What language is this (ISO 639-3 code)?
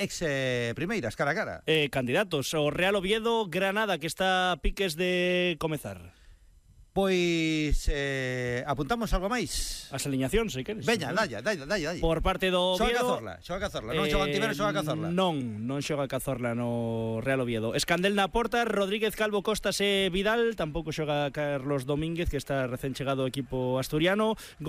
glg